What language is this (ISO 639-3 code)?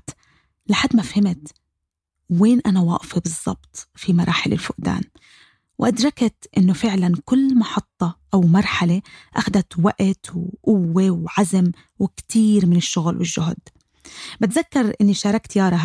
apc